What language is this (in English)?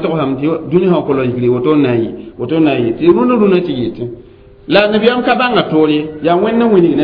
Mossi